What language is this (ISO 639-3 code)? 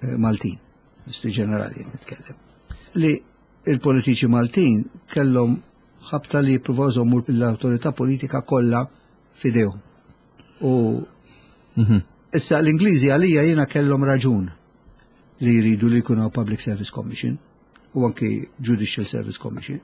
mlt